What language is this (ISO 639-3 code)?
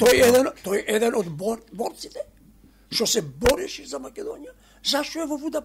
mkd